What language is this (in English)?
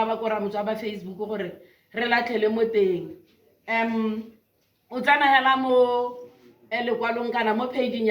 Tswana